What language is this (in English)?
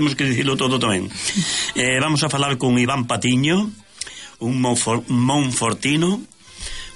Galician